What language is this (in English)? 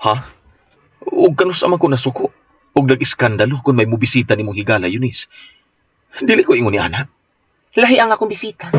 Cebuano